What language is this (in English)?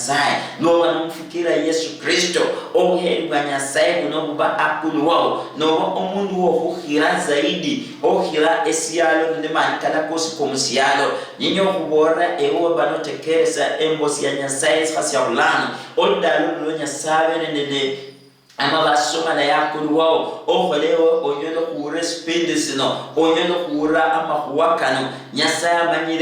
Luyia